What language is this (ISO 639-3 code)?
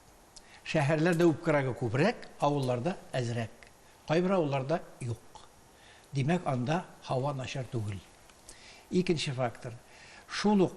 tat